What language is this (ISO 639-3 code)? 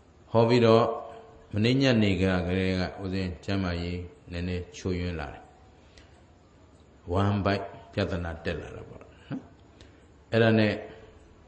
mya